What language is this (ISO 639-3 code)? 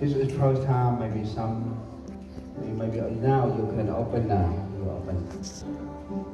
cmo